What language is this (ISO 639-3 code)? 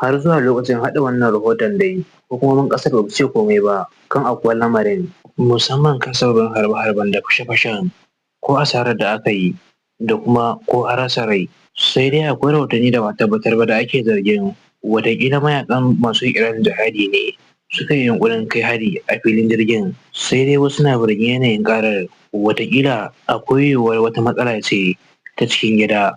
hau